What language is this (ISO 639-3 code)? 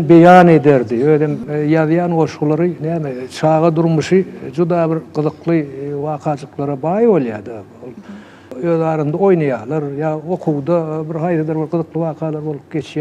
tuk